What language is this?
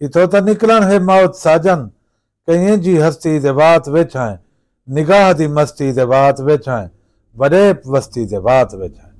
Saraiki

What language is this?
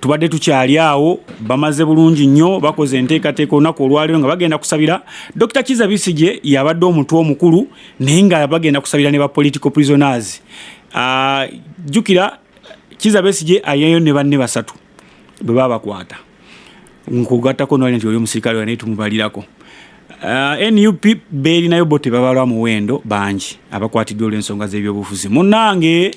Ganda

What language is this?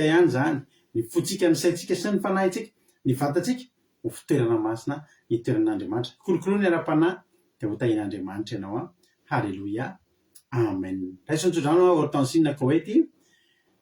Malagasy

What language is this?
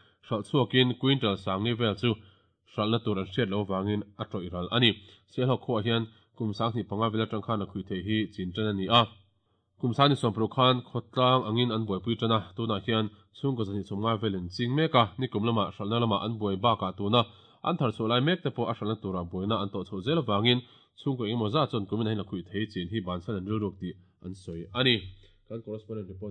Mizo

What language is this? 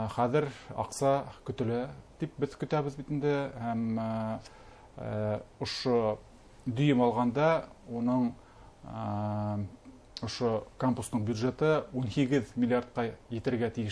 Bashkir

